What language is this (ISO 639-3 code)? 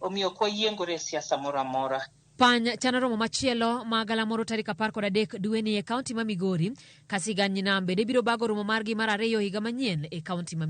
luo